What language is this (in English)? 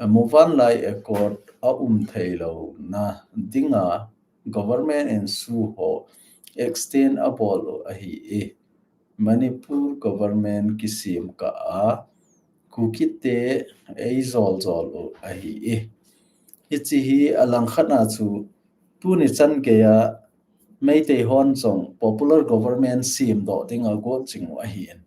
Thado Chin